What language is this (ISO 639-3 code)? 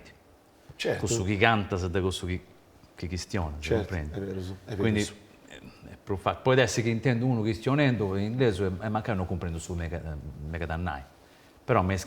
srd